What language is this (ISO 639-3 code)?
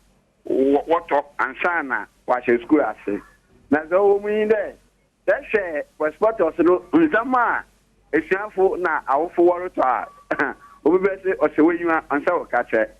aka